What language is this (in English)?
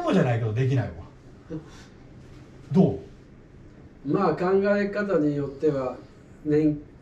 Japanese